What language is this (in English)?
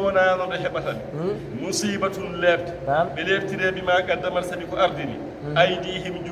Fula